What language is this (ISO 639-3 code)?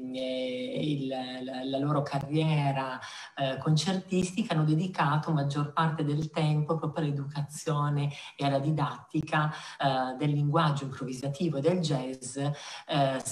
ita